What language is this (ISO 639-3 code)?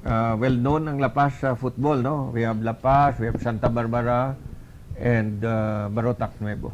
hil